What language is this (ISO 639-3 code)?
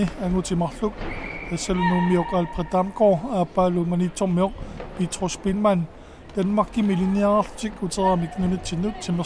kal